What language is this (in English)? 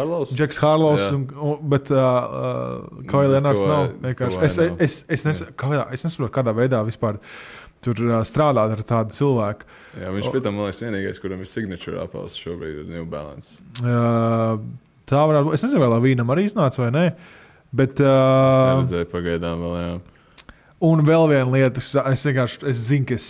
Latvian